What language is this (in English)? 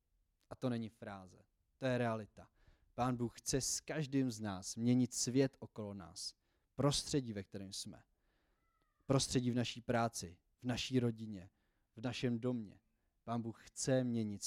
Czech